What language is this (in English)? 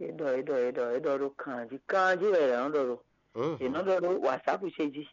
Fon